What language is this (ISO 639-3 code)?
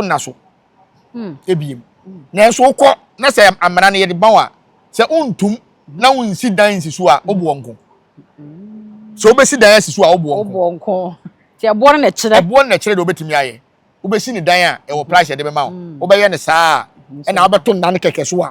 aka